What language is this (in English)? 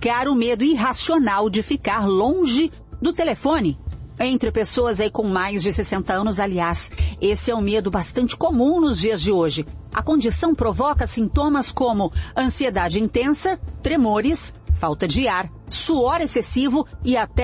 Portuguese